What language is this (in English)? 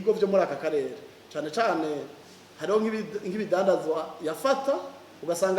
Rundi